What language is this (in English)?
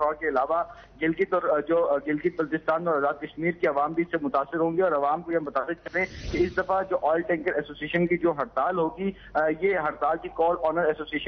Urdu